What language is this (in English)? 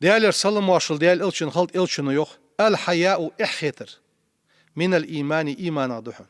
Ingush